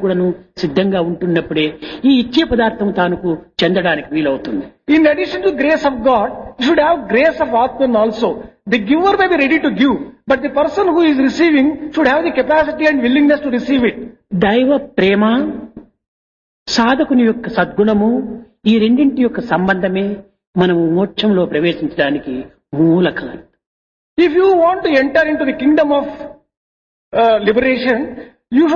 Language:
Telugu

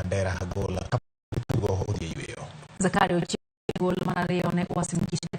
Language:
Luo (Kenya and Tanzania)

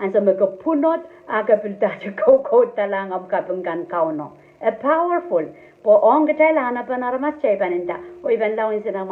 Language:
Pohnpeian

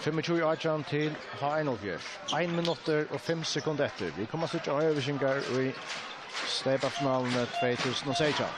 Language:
Faroese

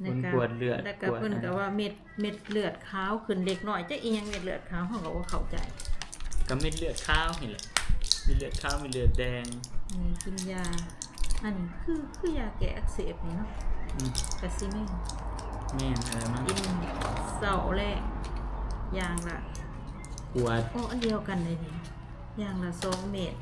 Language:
Northeastern Thai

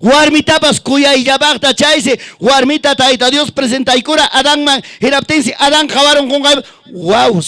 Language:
Ayacucho Quechua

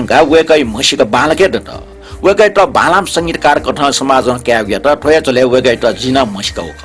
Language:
Newari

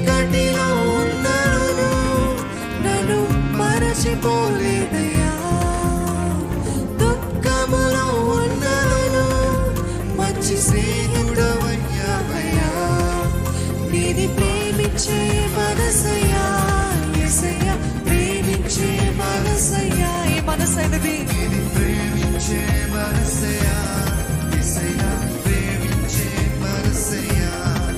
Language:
Telugu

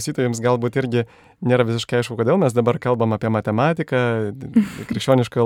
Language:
Lithuanian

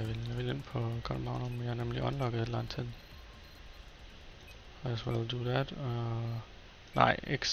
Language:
Danish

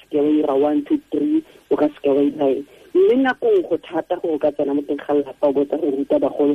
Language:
Tswana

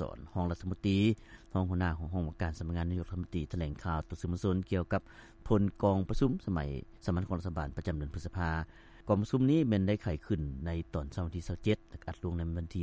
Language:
Lao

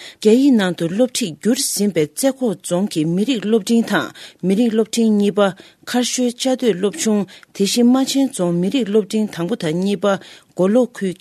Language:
Tibetan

